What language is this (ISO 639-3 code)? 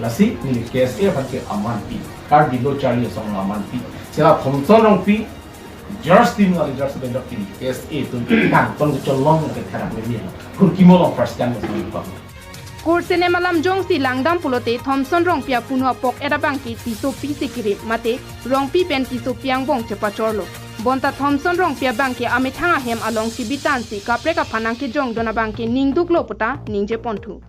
mjw